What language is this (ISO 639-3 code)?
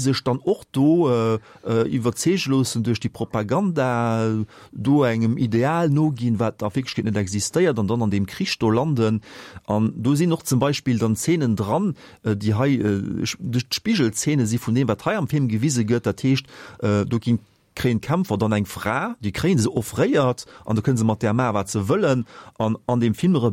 ltz